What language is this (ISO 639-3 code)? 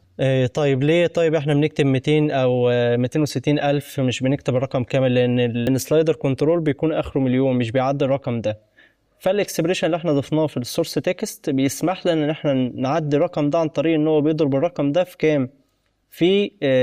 arz